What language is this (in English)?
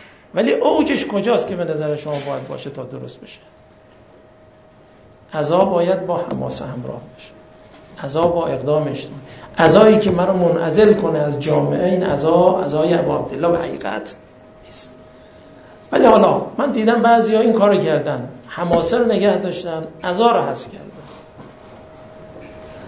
Persian